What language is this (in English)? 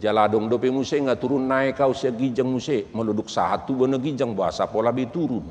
Batak Toba